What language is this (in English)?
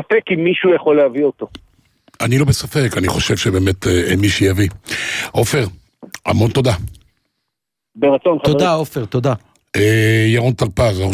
Hebrew